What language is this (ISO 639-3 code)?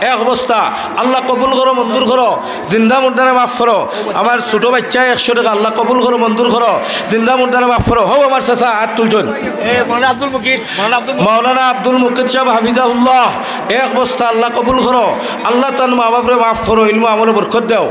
syl